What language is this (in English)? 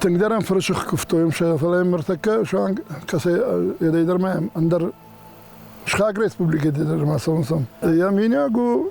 Ossetic